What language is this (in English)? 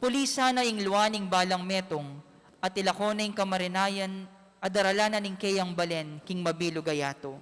Pampanga